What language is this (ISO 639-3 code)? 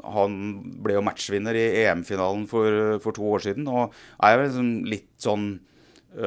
nor